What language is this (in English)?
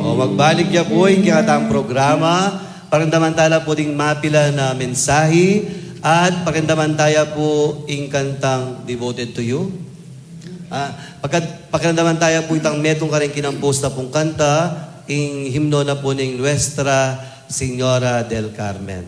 Pampanga